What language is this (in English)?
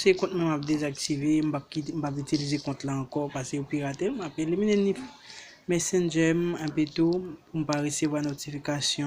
Haitian Creole